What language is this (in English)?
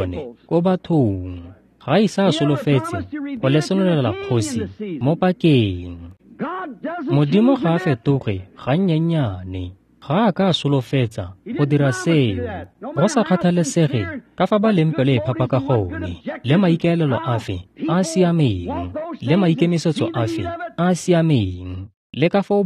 Tswana